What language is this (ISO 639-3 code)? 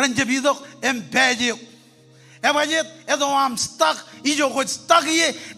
mah